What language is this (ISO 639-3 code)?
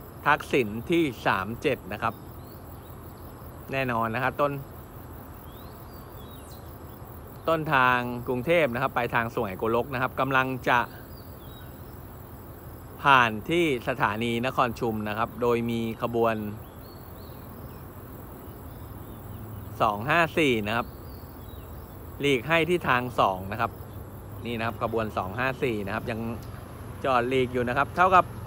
tha